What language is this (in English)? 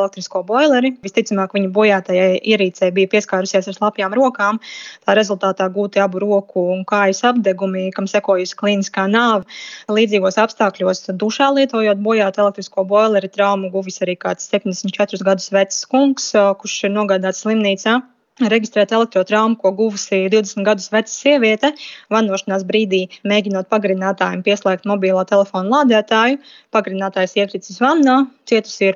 Latvian